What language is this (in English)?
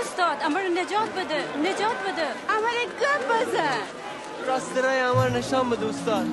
Gilaki